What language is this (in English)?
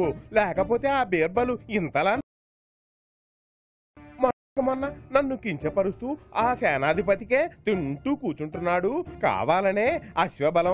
Telugu